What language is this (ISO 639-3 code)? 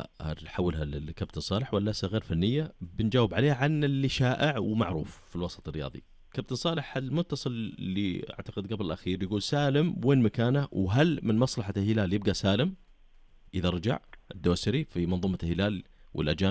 ars